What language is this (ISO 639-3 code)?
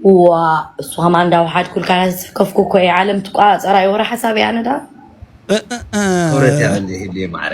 tir